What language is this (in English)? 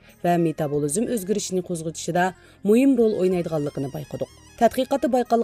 Uyghur